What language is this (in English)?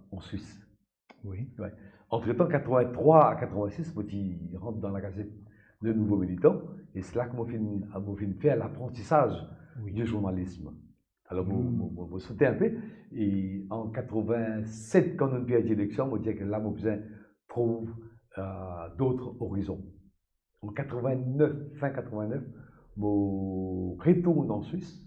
Morisyen